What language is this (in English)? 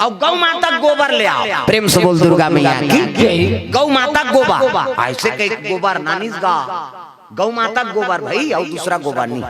Chhattisgarhi